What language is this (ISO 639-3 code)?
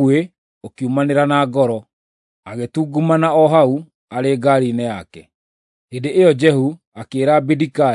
kik